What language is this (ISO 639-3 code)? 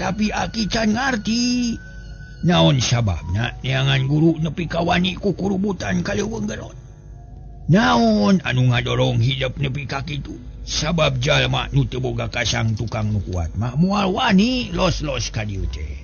sun